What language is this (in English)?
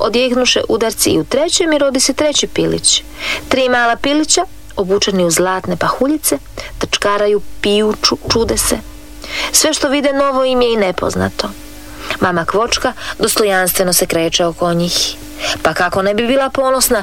Croatian